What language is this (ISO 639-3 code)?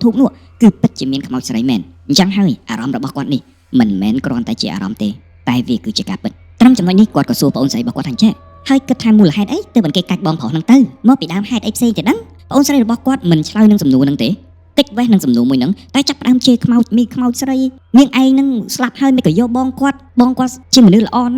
khm